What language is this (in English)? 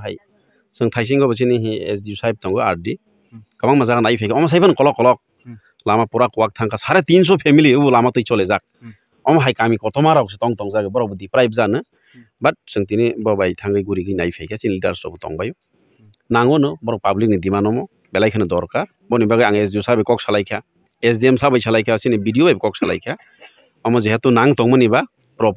Kok Borok